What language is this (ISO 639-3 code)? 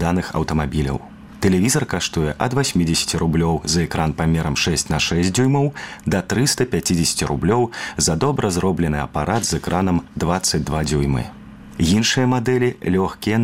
bel